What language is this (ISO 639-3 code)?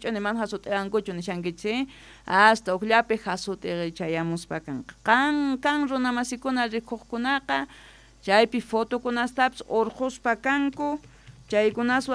quh